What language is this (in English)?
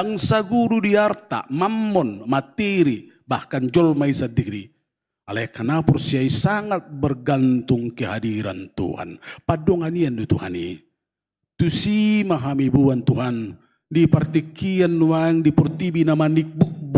Batak Toba